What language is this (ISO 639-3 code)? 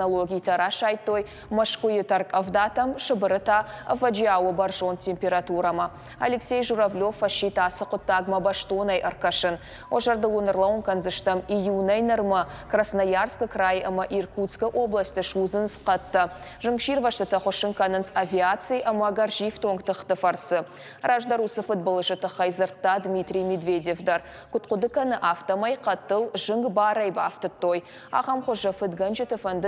oss